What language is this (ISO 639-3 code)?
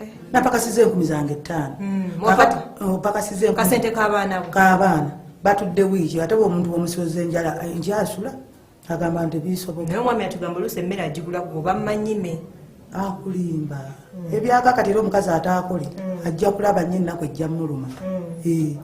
lug